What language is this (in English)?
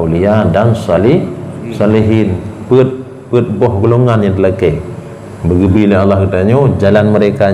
Achinese